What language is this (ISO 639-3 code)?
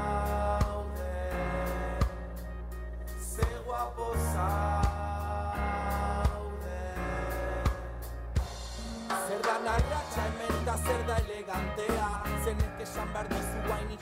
eus